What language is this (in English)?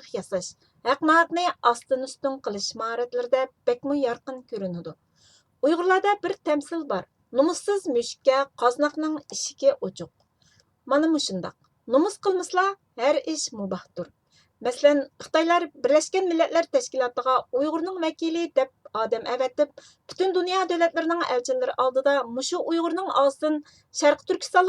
Uyghur